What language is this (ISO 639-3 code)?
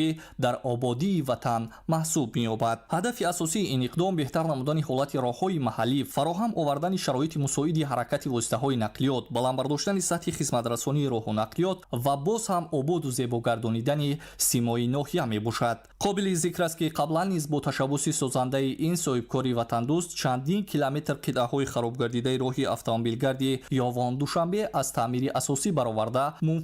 tgk